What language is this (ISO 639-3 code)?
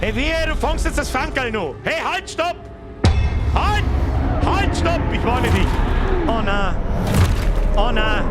bar